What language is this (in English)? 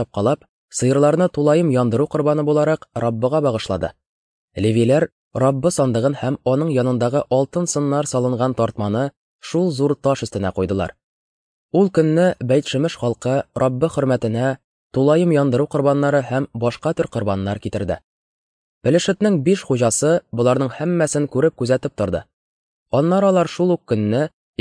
Tatar